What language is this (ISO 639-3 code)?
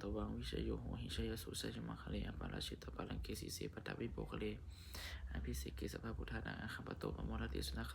pli